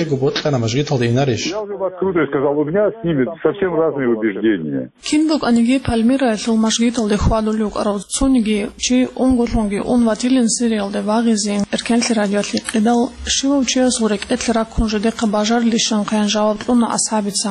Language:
Avaric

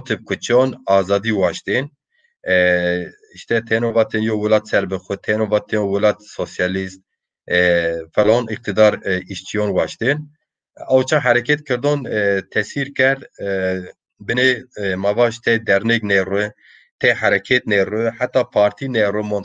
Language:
Zaza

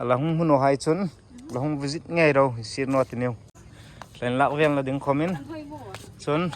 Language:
Hmar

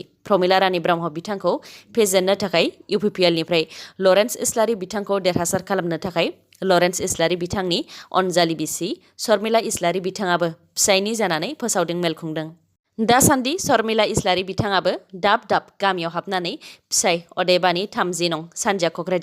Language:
Bodo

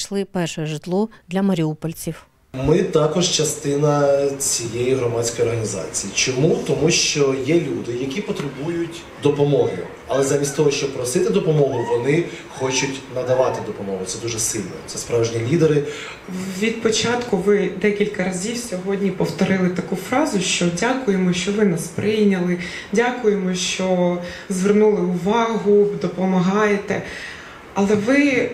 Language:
Ukrainian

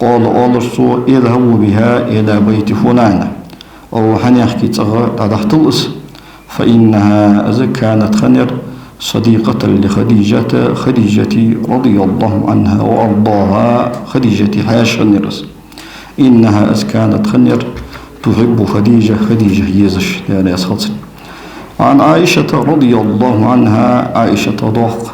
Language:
Ingush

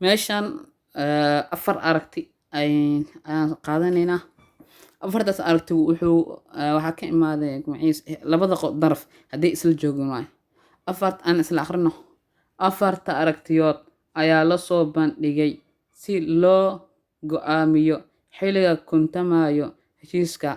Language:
Somali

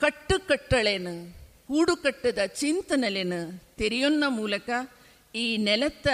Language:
Tulu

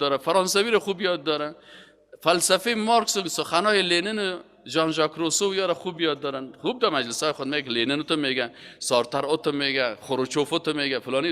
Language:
Persian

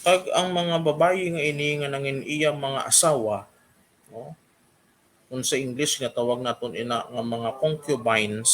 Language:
Hiligaynon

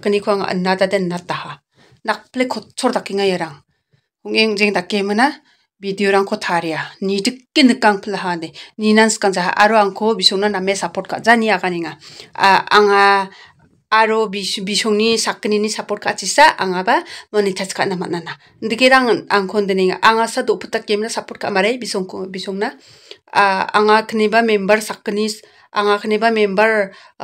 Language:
Garo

